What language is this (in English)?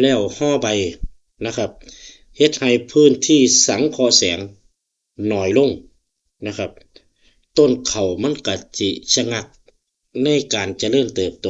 Northeastern Thai